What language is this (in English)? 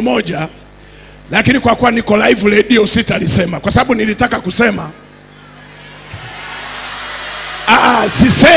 Swahili